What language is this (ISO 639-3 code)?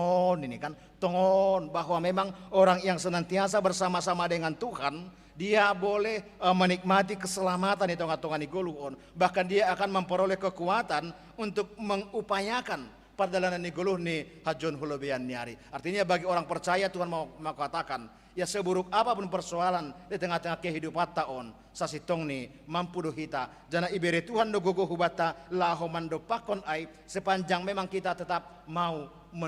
bts